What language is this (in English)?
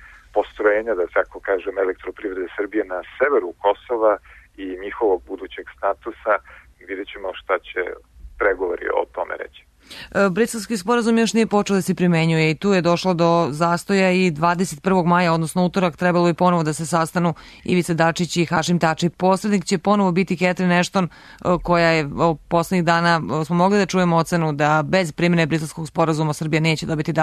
Serbian